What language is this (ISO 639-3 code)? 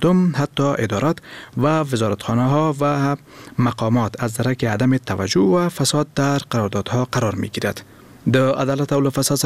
fas